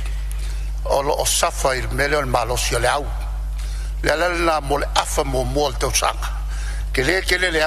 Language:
Samoan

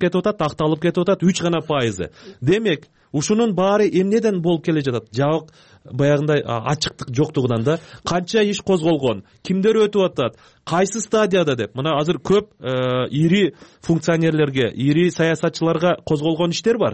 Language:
Kyrgyz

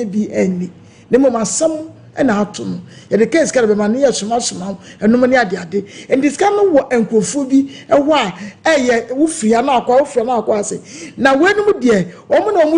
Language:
Akan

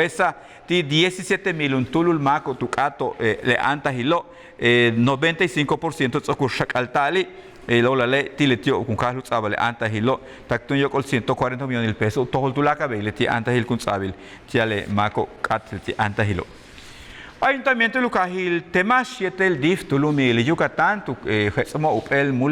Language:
Yucateco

